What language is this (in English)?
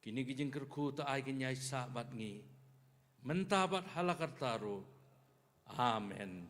Khasi